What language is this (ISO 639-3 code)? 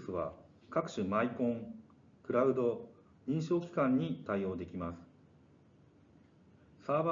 jpn